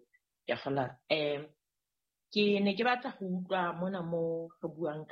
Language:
Southern Sotho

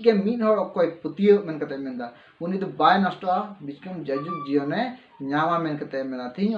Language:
Santali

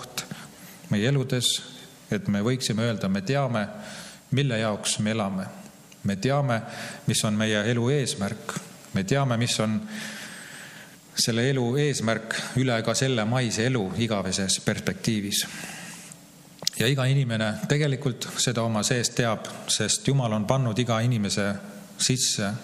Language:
Estonian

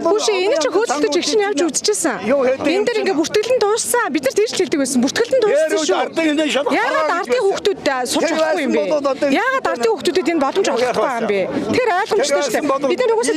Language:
Mongolian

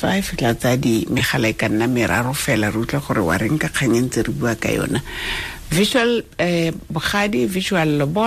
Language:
Tswana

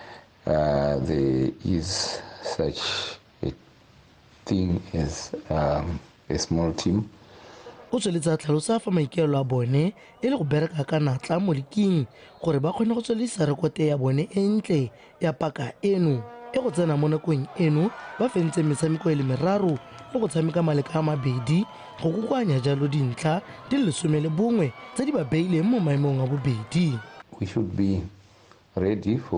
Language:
Tswana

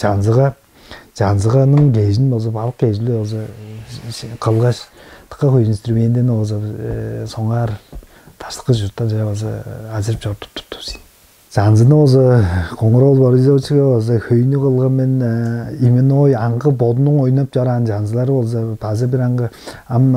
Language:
Tuvinian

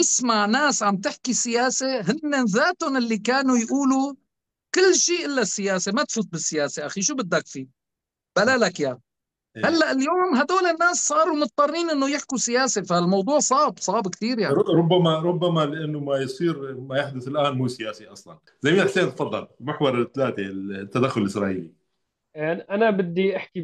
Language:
North Levantine Arabic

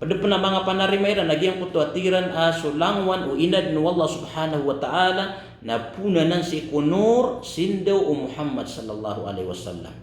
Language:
Maranao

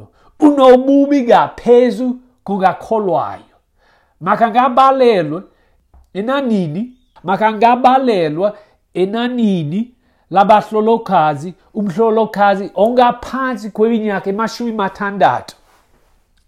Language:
Xhosa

